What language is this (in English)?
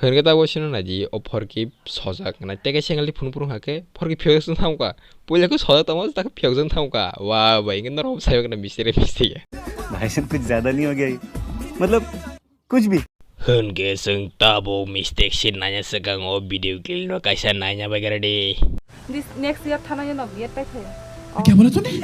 Kok Borok